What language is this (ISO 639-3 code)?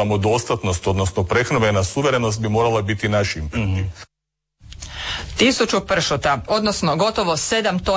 hrv